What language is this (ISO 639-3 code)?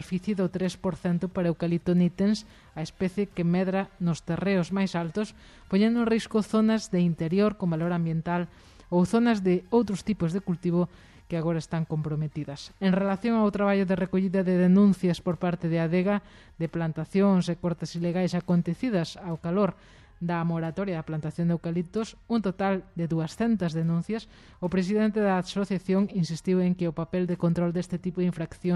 glg